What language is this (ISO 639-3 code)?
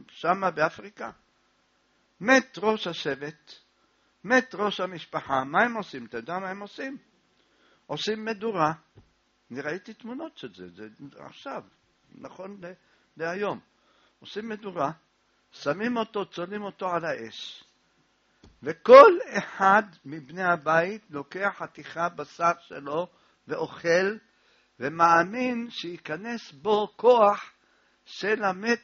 heb